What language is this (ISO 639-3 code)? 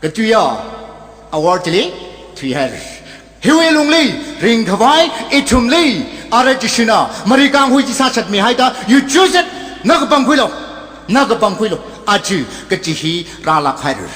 nmf